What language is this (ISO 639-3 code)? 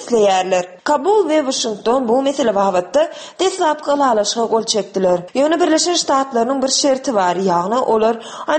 tuk